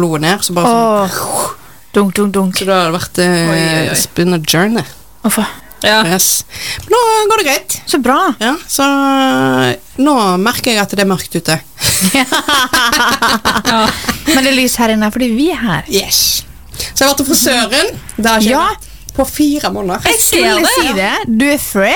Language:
Norwegian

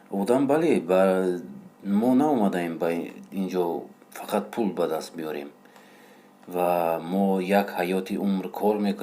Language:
Tajik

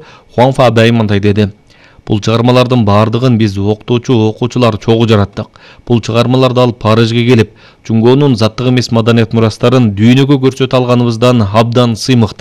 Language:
Kyrgyz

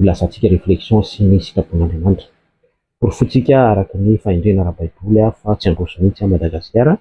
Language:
Malagasy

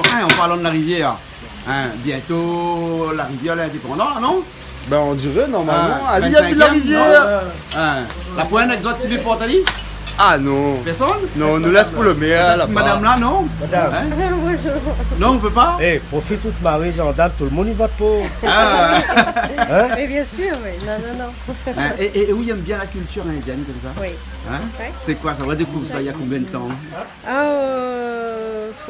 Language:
Réunion Creole French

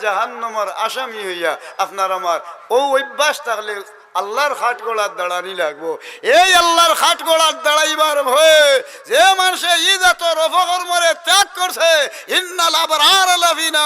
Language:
Sylheti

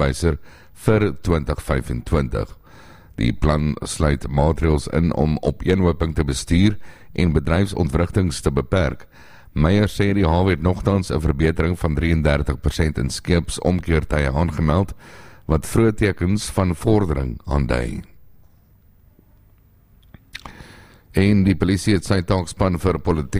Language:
Afrikaans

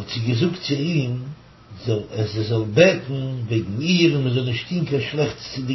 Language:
Yiddish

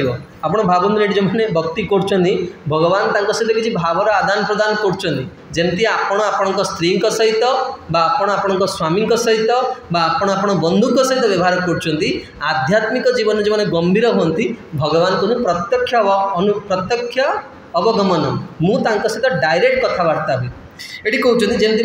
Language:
Odia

